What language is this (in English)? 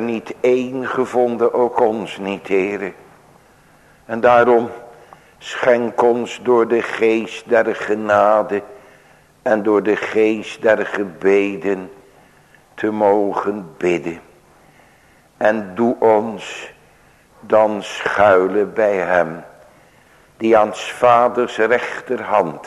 Dutch